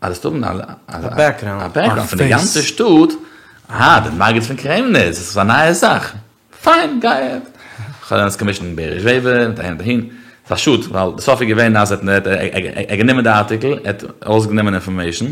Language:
Yiddish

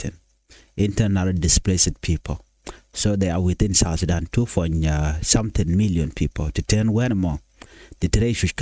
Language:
Nuer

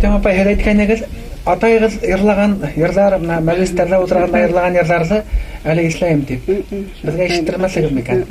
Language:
Bashkir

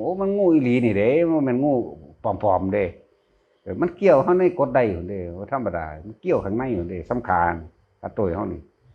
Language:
Northeastern Thai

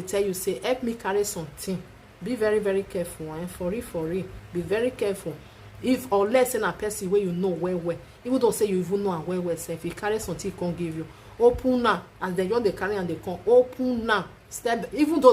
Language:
Nigerian Pidgin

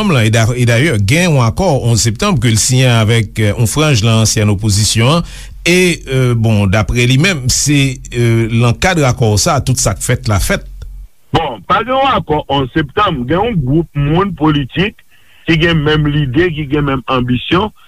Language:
Haitian Creole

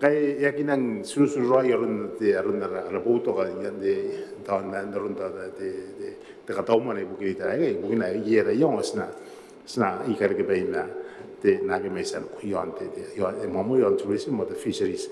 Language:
Gilbertese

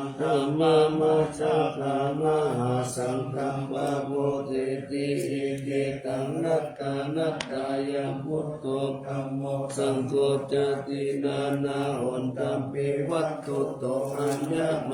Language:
Pali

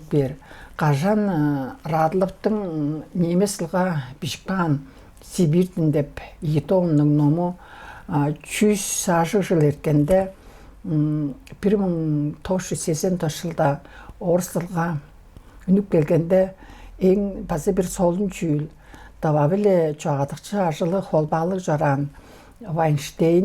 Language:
Tuvinian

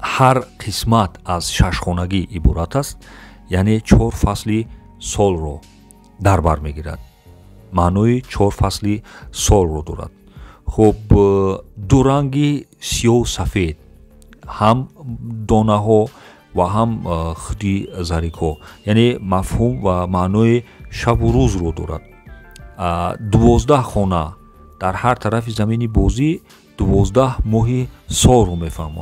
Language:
Tajik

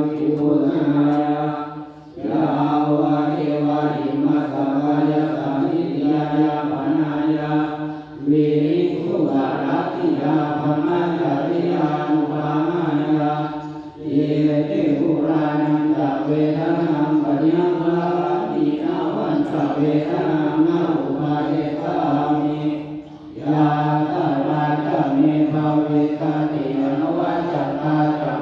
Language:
Pali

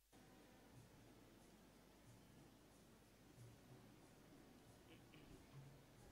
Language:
Konkani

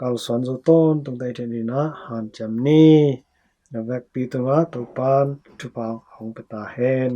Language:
Tedim Chin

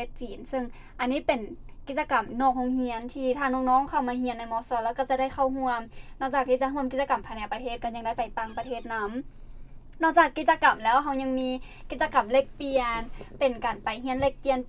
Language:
Lao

